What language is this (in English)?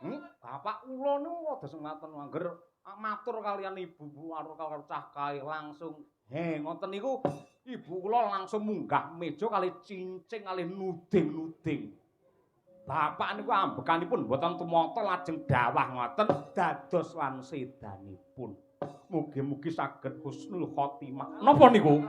Javanese